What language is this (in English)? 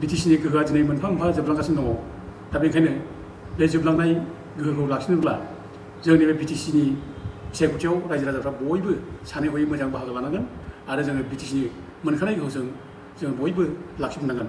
Bodo